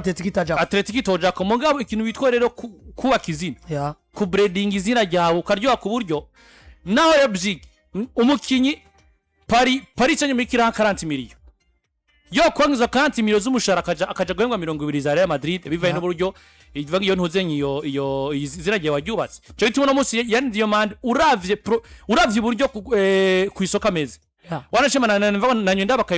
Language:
Rundi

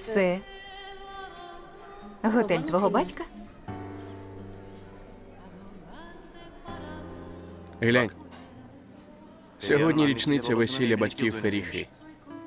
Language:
Ukrainian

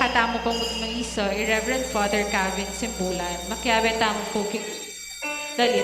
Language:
Pampanga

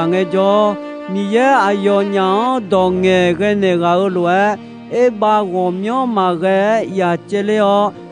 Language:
Akha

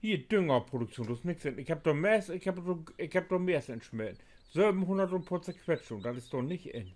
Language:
Low German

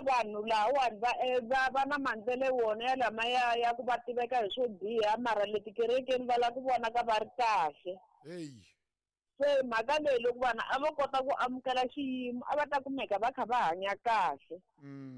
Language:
Tsonga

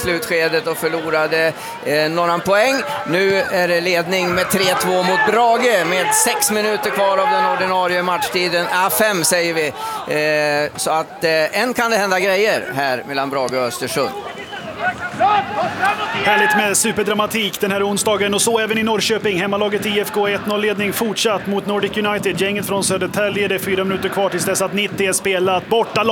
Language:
Swedish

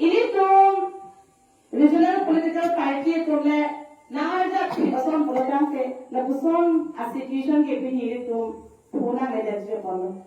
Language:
Karbi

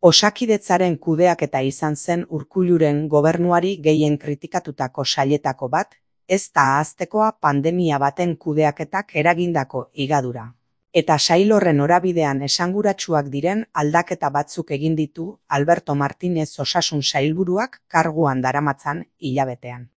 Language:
Basque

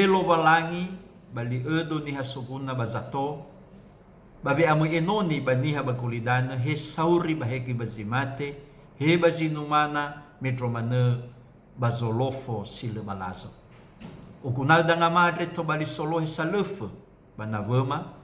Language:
Nias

